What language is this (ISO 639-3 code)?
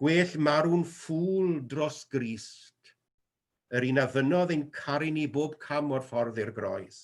cym